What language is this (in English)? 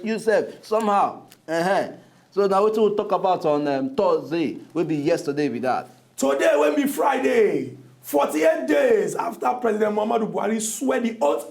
Nigerian Pidgin